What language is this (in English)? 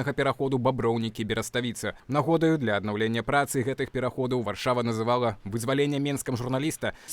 Belarusian